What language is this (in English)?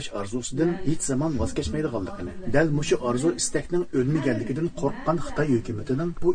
Uyghur